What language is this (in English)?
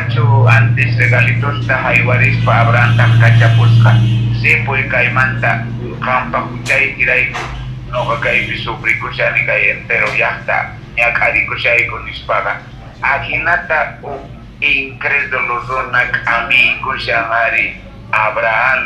Quechua